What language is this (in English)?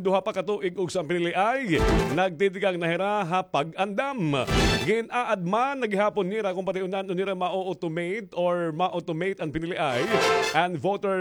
Waray